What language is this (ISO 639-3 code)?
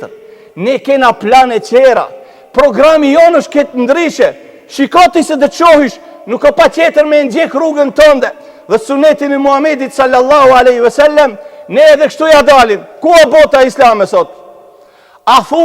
sqi